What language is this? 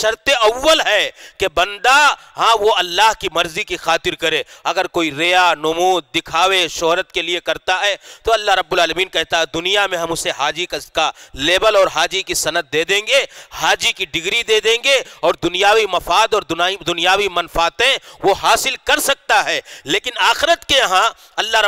Urdu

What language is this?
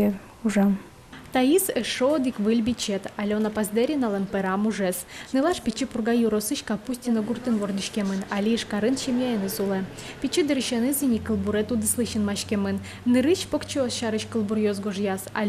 Udmurt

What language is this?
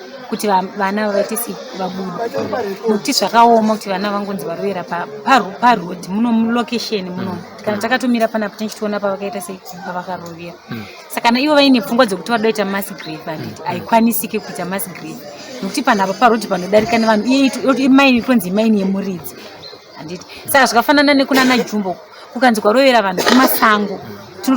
Shona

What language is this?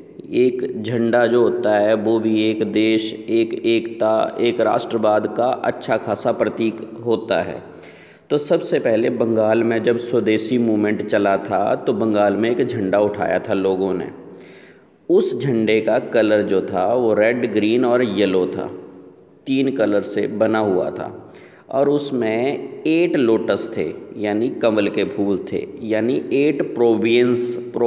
Hindi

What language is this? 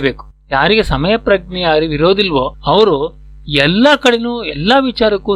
Kannada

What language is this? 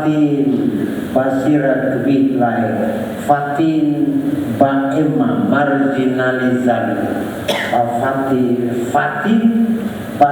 Tetum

